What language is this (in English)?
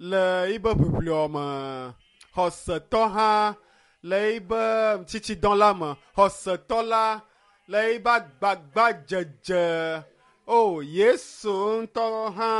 Ewe